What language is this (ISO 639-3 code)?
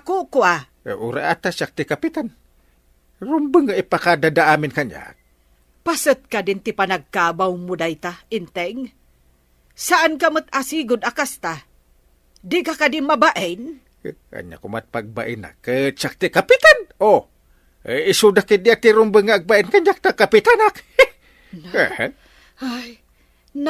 ilo